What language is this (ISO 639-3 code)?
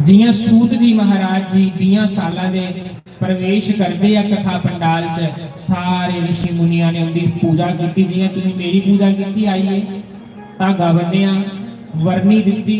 doi